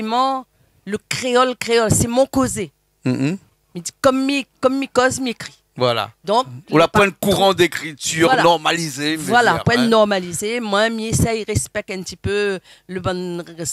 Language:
Réunion Creole French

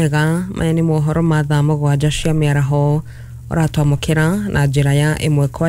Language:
Kikuyu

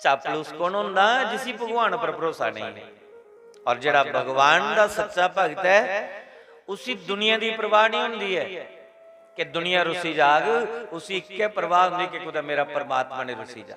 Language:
Dogri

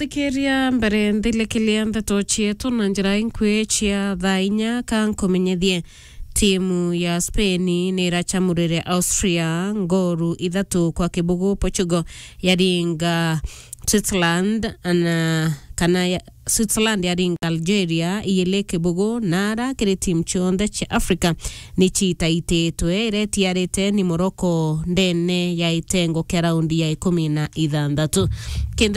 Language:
Meru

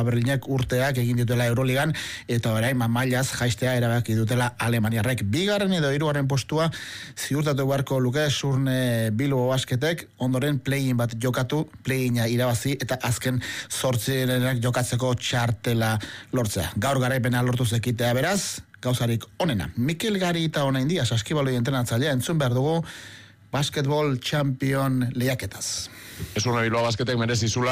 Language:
Basque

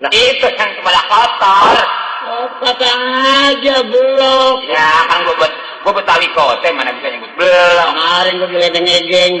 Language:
Betawi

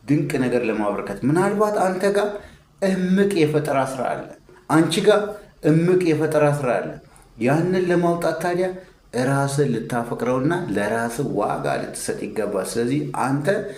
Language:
Amharic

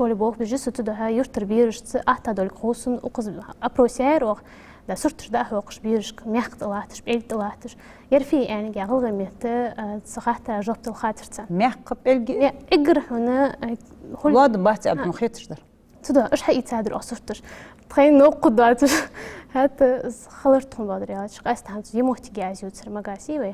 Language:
Ingush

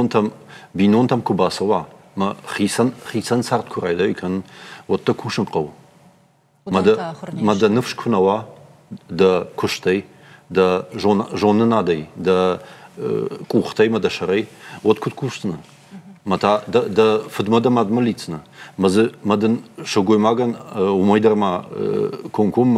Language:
Ossetic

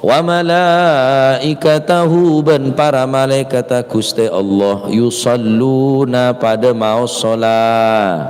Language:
Madurese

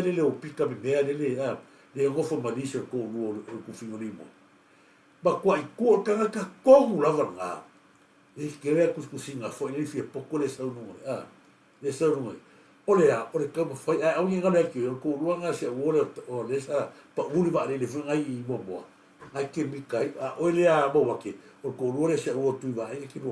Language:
Samoan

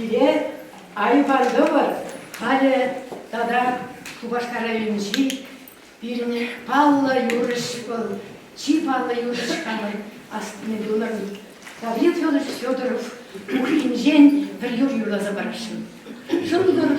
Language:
Chuvash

